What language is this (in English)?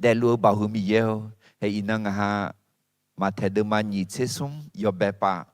Akha